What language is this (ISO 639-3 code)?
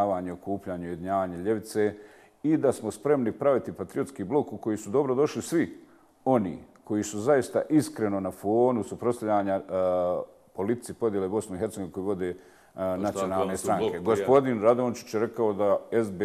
bos